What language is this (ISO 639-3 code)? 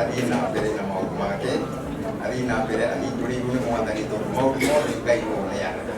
kik